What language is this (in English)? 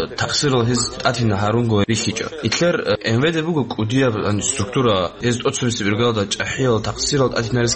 Avaric